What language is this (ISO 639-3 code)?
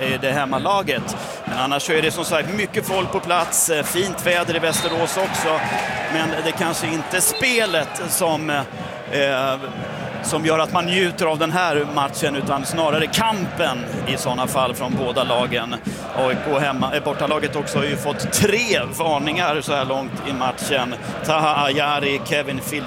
swe